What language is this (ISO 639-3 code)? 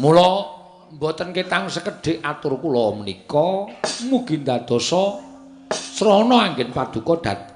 jav